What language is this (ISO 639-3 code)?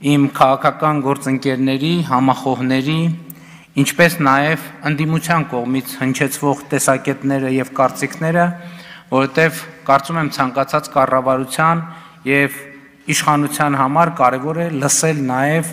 hye